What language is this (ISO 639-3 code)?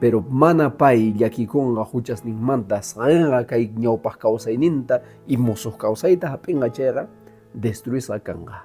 que